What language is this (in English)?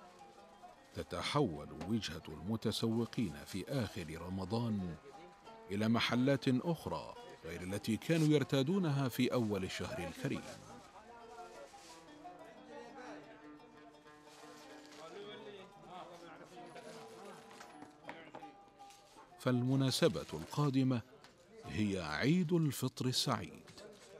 Arabic